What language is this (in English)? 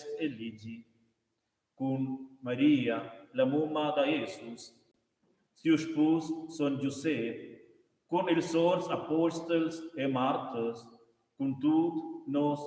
Romansh